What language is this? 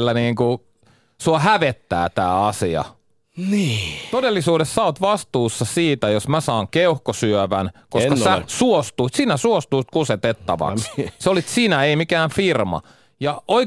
Finnish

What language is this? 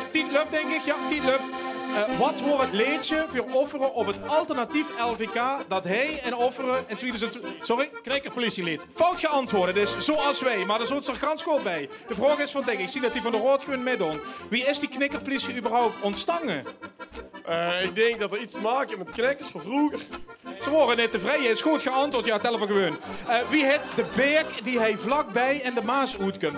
Limburgish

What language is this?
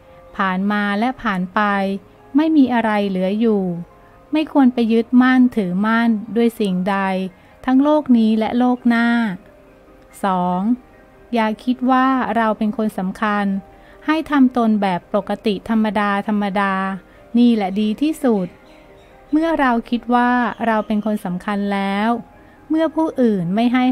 Thai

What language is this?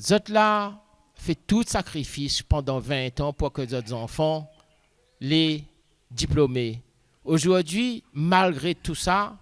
Réunion Creole French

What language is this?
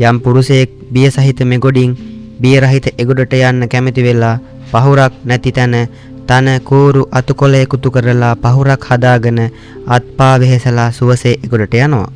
Sinhala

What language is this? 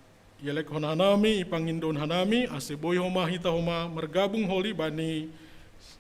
Batak Simalungun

